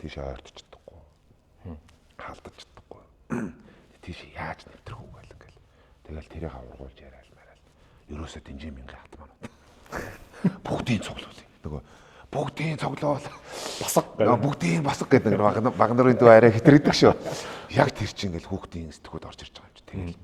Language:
Mongolian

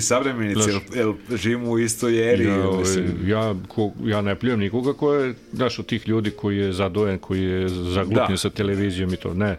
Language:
Serbian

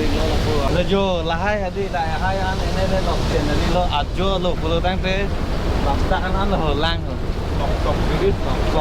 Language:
Karbi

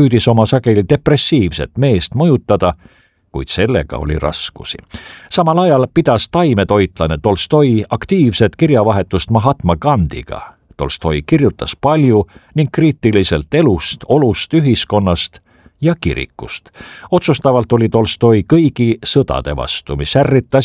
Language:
Estonian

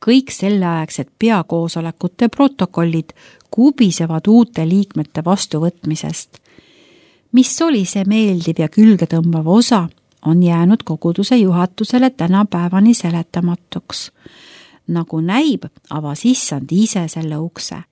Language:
Estonian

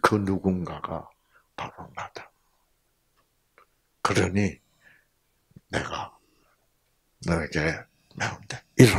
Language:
Korean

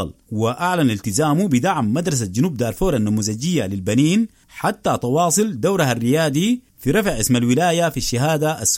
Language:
Sudanese Arabic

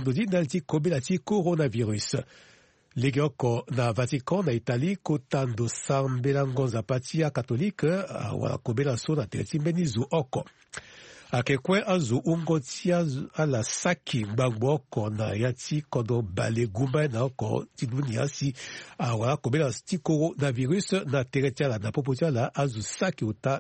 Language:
Sango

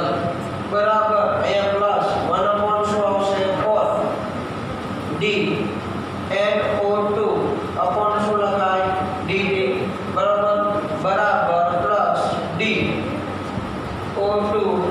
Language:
Gujarati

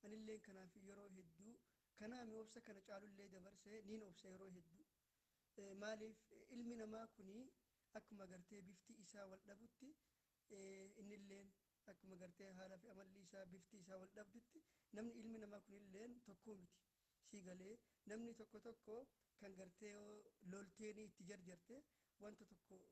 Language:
Oromo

